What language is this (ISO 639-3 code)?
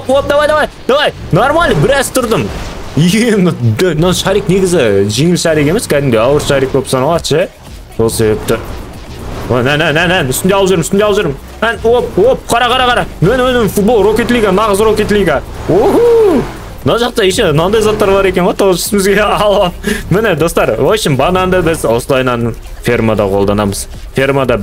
kaz